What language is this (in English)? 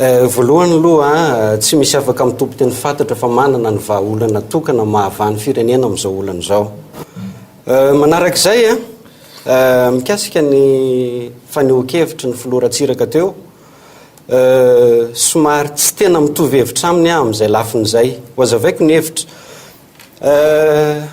Malagasy